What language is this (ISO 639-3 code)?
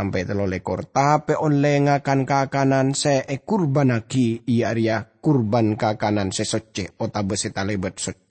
mad